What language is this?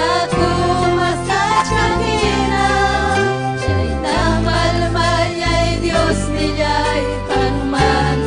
Ayacucho Quechua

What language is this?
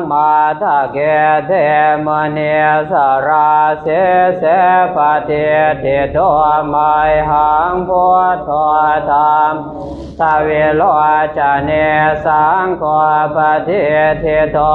Pali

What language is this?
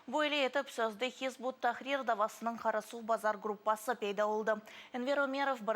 Crimean Tatar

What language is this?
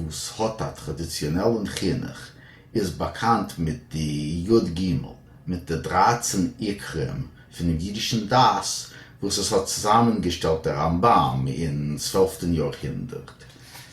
Yiddish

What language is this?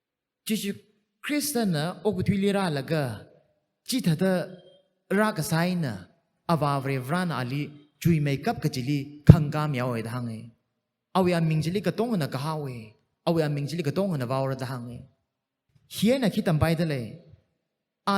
Tangkhul Naga (India)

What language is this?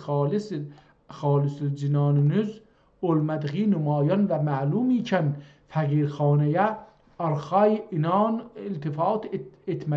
South Azerbaijani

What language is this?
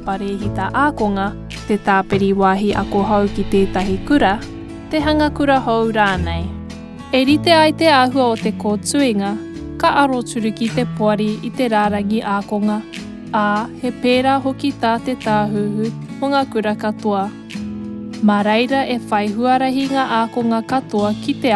Māori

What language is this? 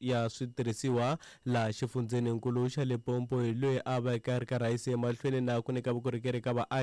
Tsonga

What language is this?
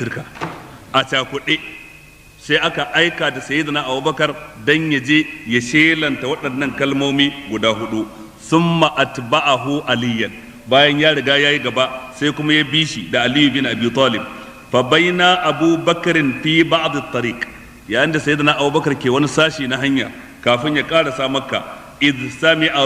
Hausa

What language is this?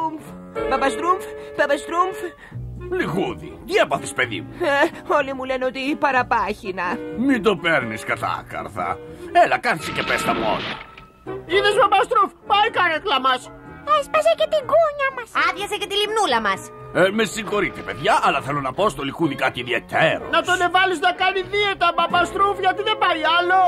Greek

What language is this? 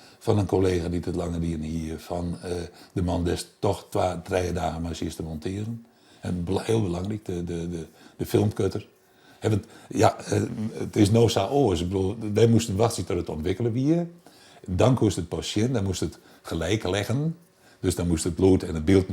Western Frisian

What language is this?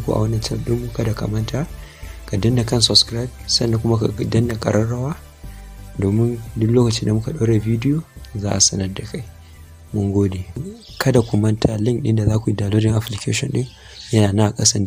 Hausa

